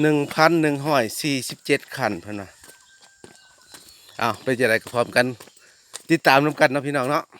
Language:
Lao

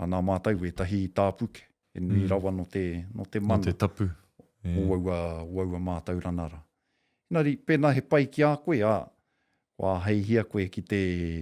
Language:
Māori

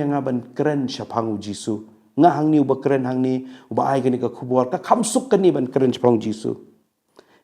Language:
Khasi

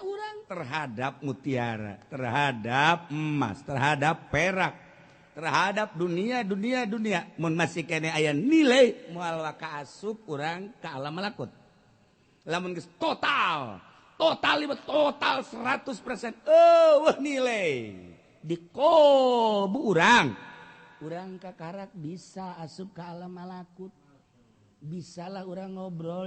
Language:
Sundanese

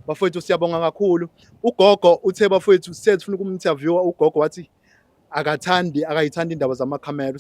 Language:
Zulu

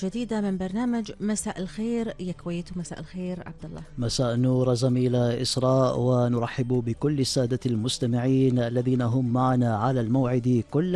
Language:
Gulf Arabic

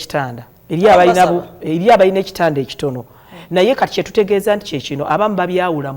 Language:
Ganda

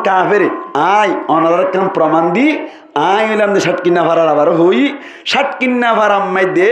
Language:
Rohingya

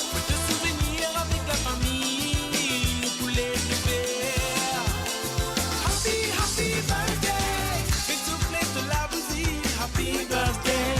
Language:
Morisyen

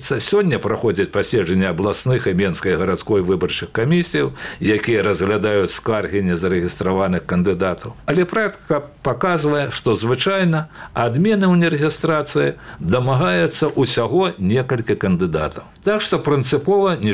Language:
Belarusian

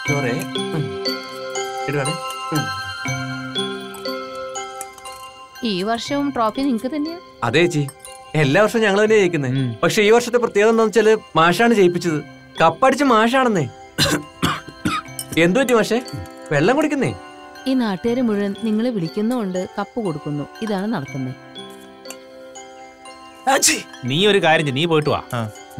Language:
Malayalam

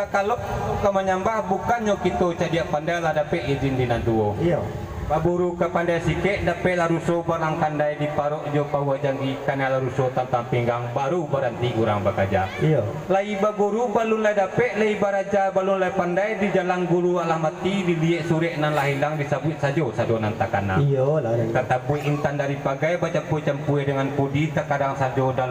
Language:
Minangkabau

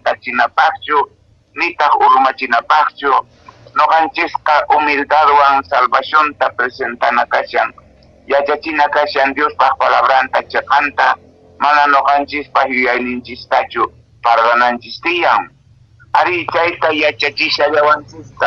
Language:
Quechua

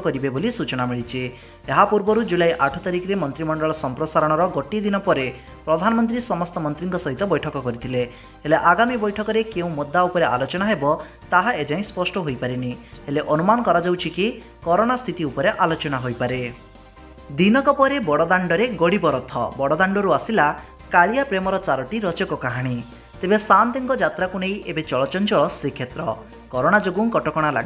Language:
Odia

